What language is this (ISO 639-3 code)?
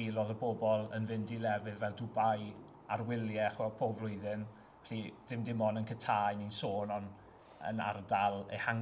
cym